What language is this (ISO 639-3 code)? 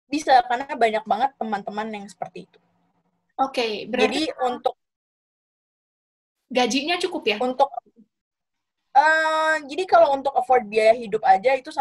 ind